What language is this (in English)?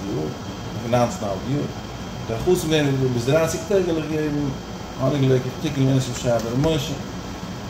Yiddish